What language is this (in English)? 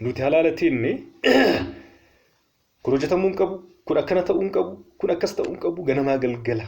Oromo